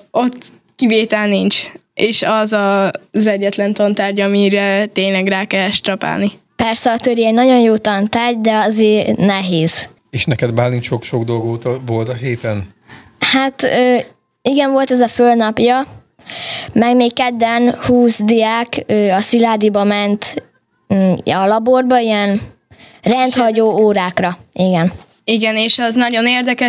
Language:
Hungarian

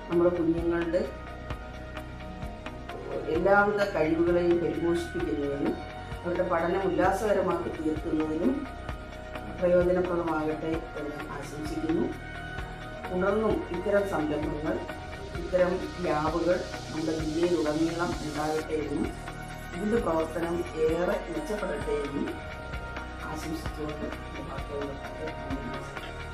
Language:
Malayalam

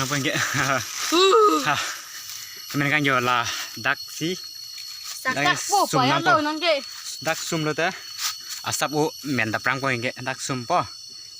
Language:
Karbi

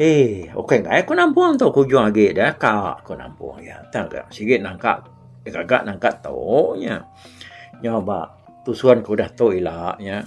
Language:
Iban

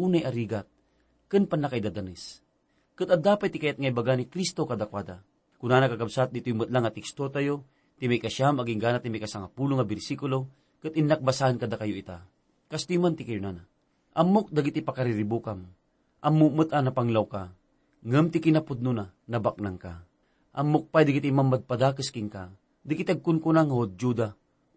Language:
Iloko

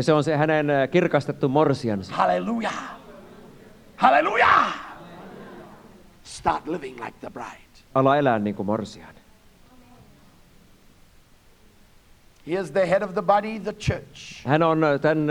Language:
Finnish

